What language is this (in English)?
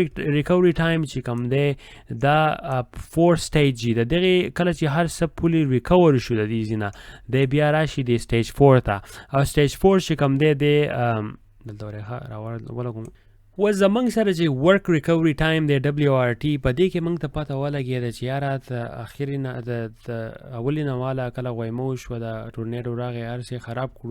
Pashto